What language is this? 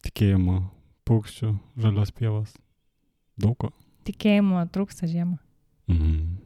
Lithuanian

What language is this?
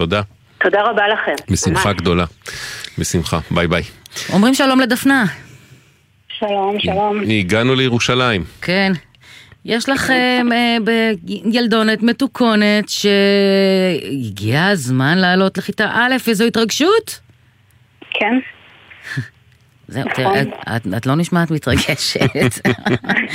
Hebrew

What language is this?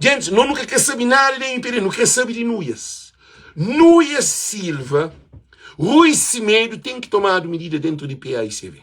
Kabuverdianu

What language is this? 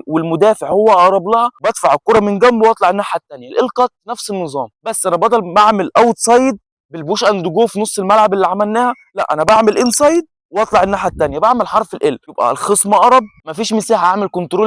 Egyptian Arabic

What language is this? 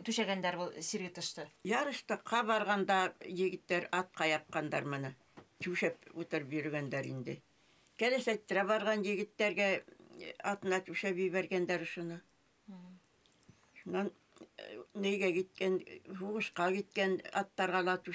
Bashkir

